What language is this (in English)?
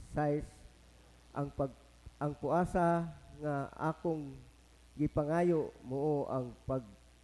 Cebuano